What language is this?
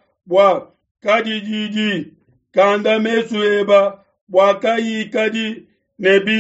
Luba-Lulua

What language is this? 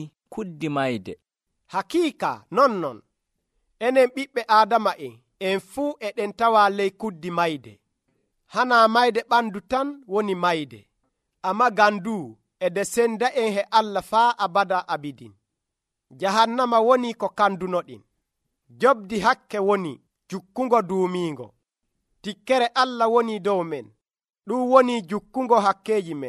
Nigerian Fulfulde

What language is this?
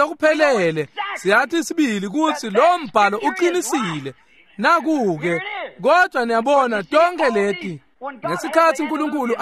Swati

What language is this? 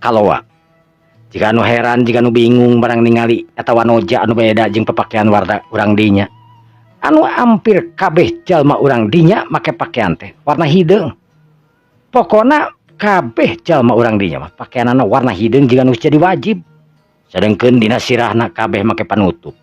Sundanese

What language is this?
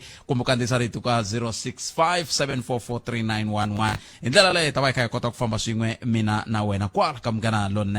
Tsonga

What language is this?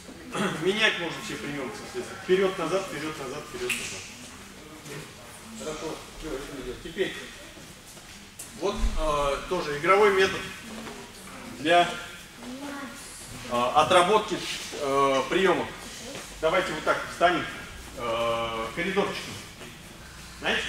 Russian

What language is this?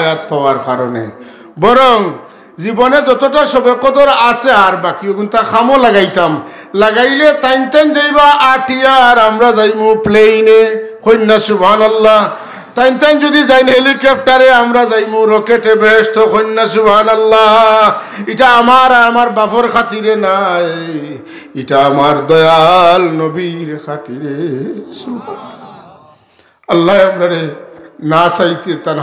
Sylheti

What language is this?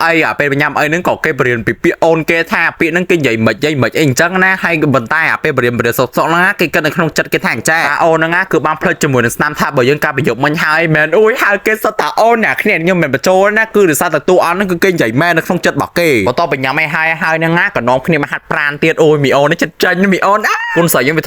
Khmer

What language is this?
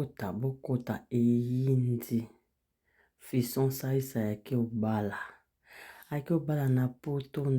Lingala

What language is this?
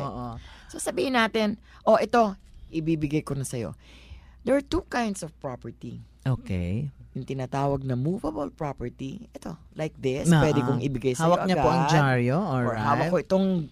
Filipino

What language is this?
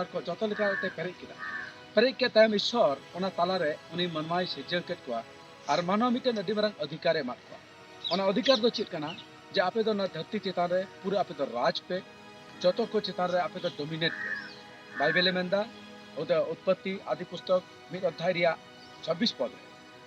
Santali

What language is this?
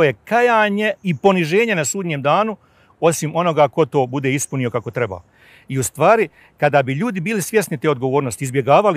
Bosnian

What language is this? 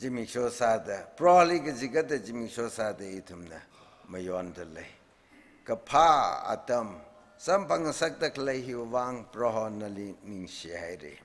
Tangkhul Naga (India)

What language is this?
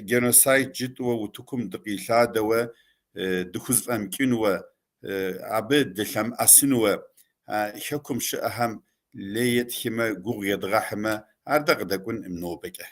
Kabardian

